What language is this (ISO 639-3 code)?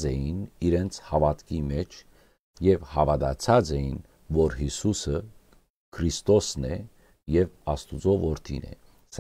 hyw